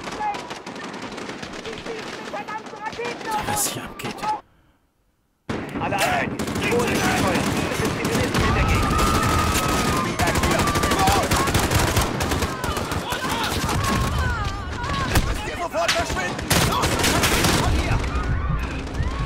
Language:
German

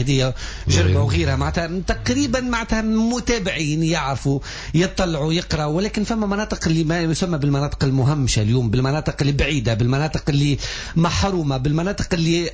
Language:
Tunisian Arabic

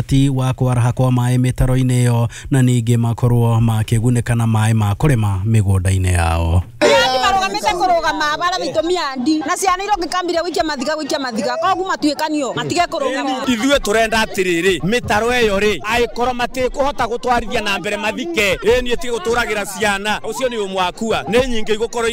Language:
Kikuyu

